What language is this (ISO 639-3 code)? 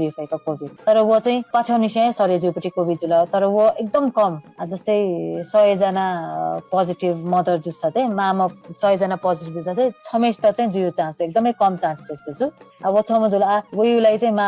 new